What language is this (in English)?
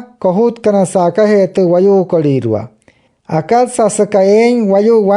Wayuu